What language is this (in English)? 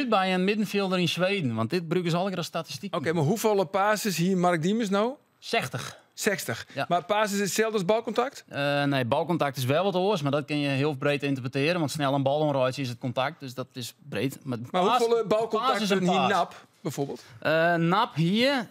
Western Frisian